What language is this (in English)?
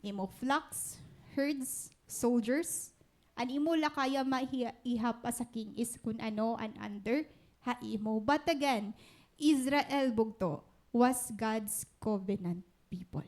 Waray